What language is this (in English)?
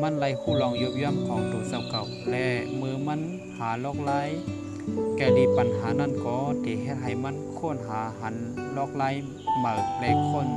Shan